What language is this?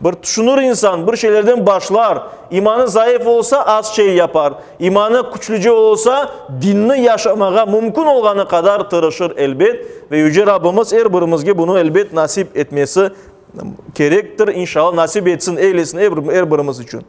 Crimean Tatar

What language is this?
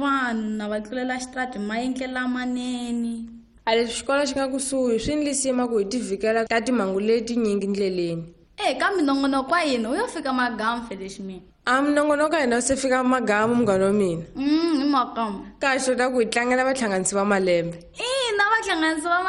Tsonga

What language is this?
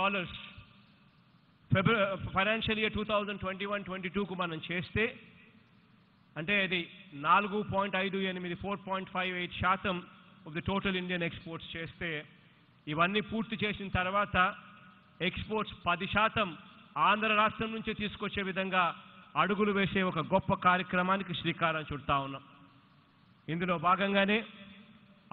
Telugu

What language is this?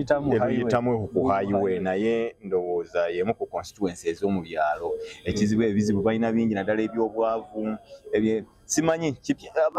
Ganda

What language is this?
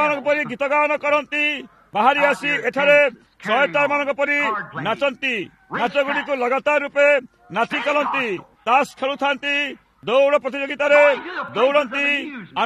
Odia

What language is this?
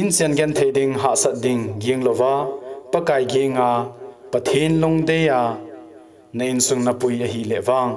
Thado Chin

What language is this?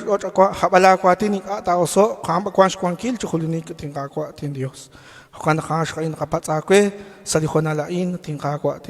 Kekchí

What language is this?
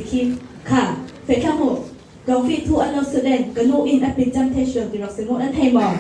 Falam Chin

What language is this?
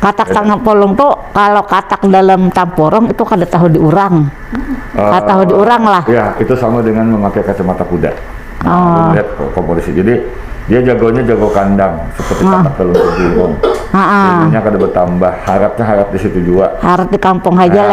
Banjar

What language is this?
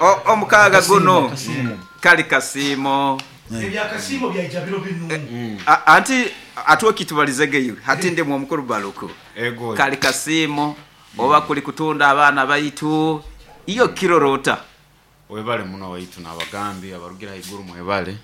Nyoro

